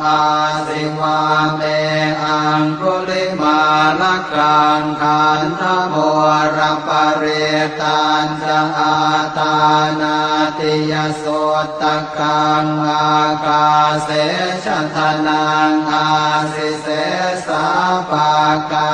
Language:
Pali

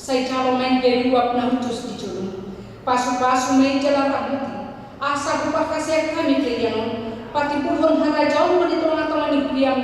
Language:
Batak Toba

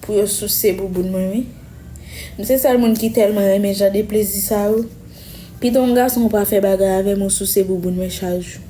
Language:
Haitian Creole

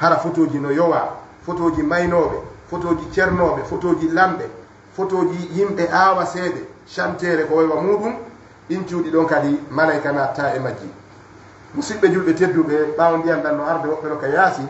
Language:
Fula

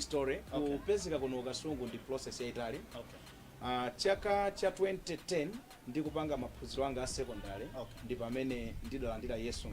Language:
Nyanja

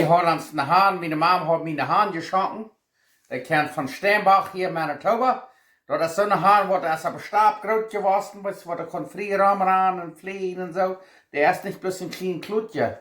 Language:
Plautdietsch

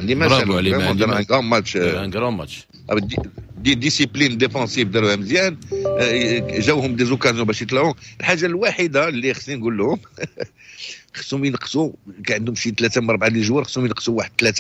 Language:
Moroccan Arabic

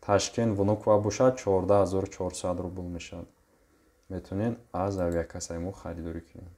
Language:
Tajik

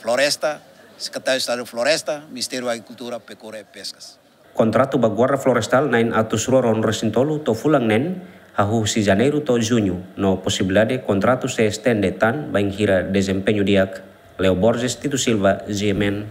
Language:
Tetum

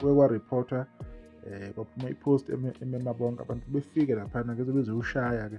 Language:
Zulu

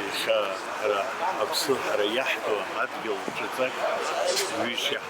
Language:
Abkhazian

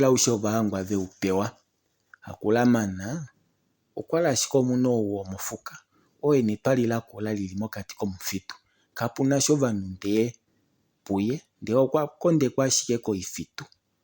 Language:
Kuanyama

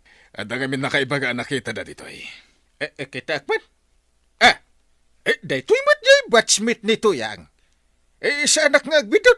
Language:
Iloko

